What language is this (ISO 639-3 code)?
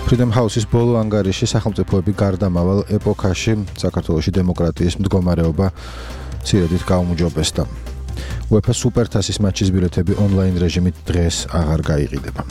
kat